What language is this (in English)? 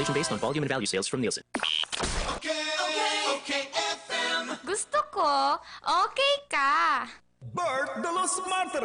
Bikol